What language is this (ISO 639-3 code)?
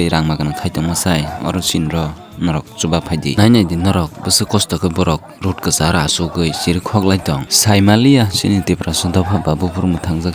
trp